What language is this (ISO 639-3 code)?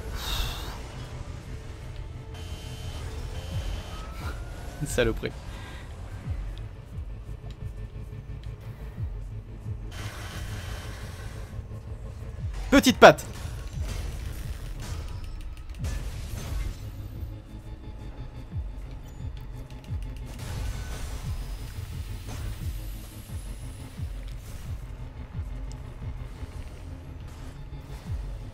fra